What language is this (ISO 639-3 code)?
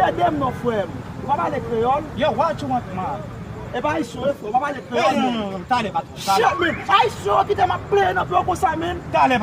hat